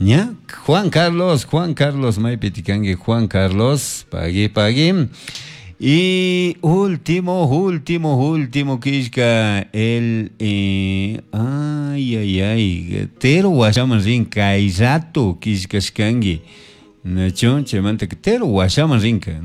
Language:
Chimborazo Highland Quichua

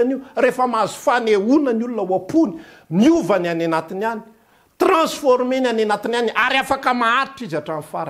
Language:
Malagasy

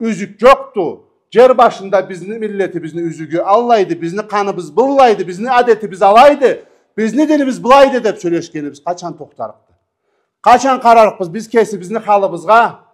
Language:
Karachay-Balkar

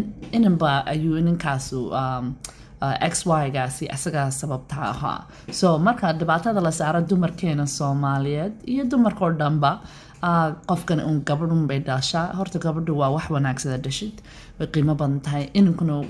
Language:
Somali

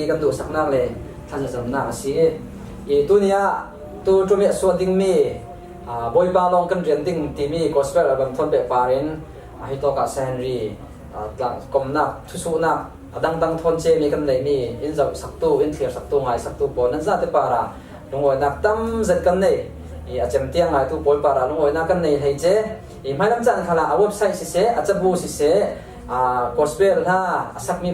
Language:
Falam Chin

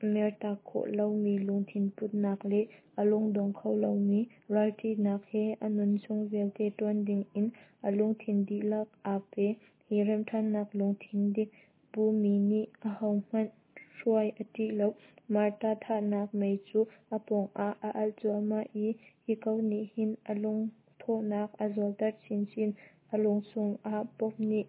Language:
Hakha Chin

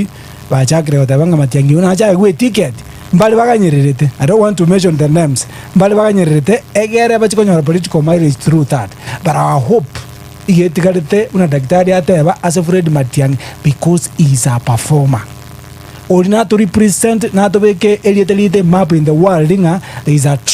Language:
Gusii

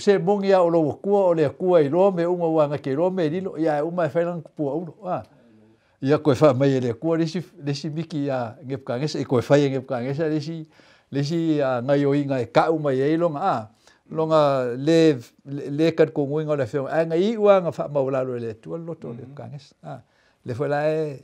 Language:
Samoan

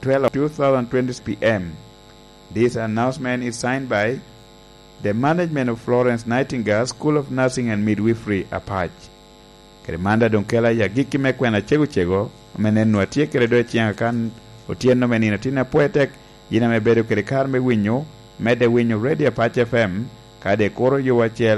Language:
Lango (Uganda)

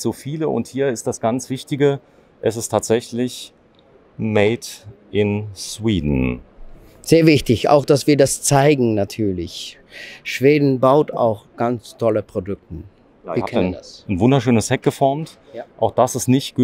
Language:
German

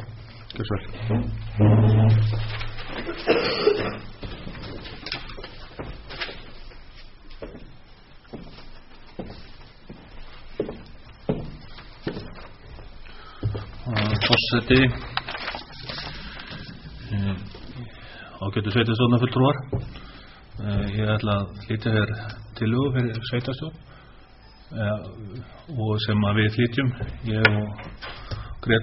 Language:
Icelandic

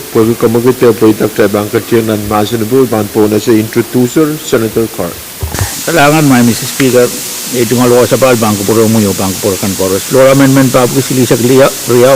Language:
Pohnpeian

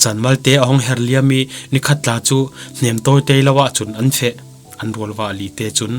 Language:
Falam Chin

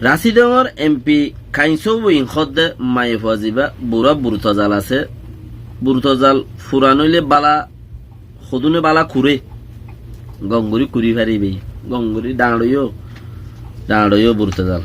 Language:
Rohingya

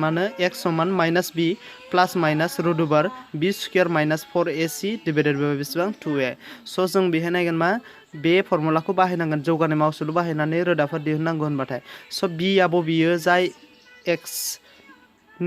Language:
Bodo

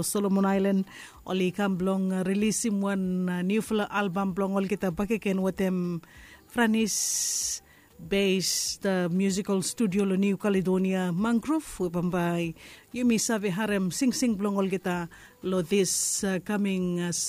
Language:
Bislama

